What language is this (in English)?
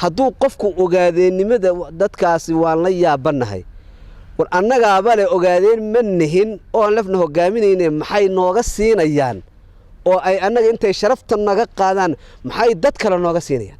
Somali